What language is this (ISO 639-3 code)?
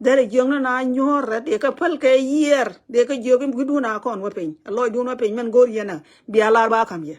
nus